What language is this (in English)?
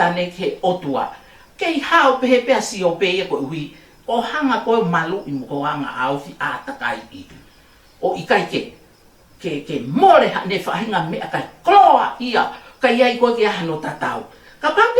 Tongan